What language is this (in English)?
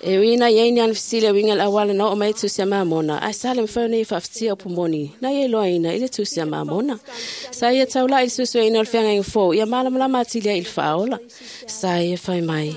Samoan